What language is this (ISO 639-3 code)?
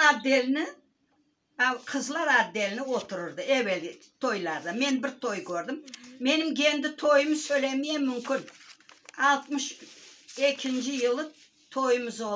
crh